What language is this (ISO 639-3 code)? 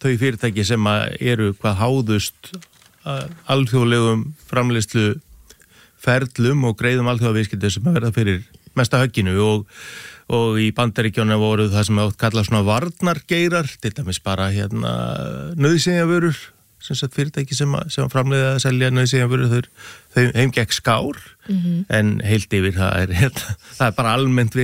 isl